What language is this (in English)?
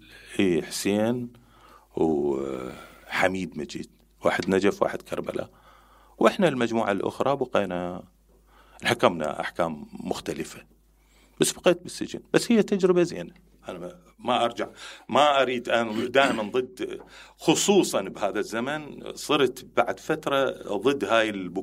Mesopotamian Arabic